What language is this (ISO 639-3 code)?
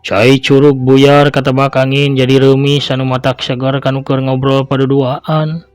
sun